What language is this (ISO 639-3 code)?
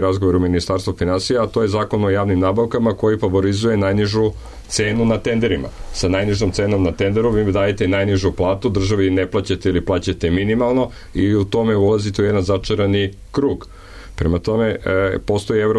srp